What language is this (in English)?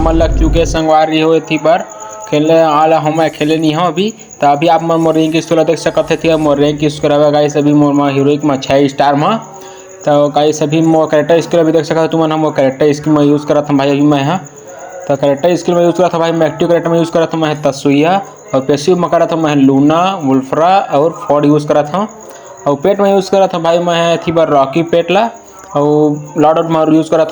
Chhattisgarhi